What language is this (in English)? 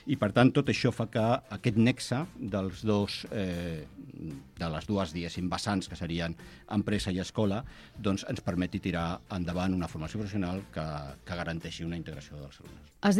Catalan